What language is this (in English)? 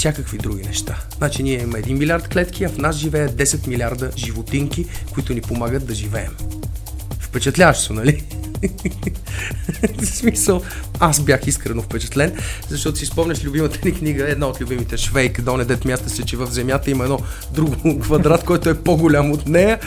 Bulgarian